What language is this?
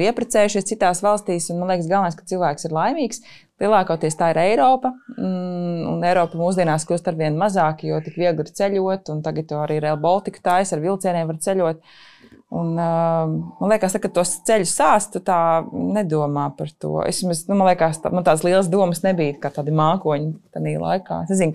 Latvian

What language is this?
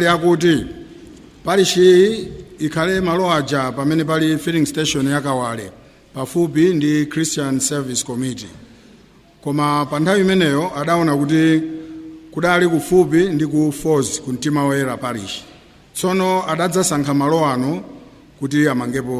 Nyanja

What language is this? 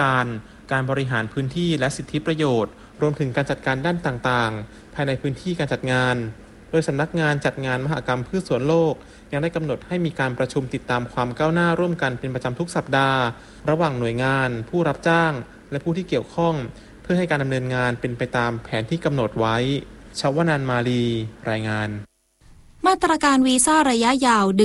Thai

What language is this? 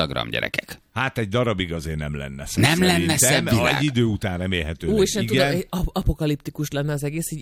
Hungarian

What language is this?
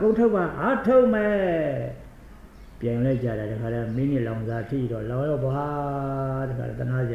Burmese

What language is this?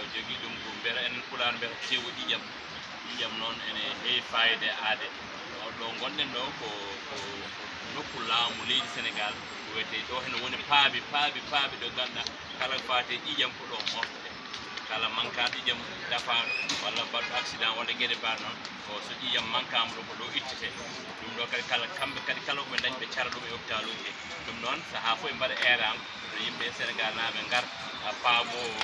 Fula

